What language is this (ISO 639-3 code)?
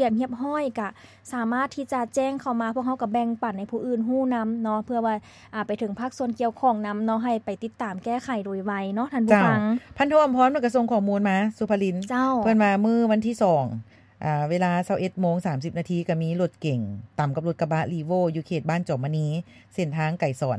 lao